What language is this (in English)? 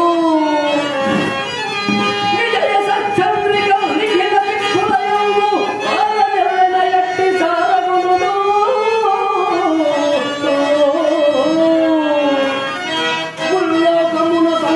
Telugu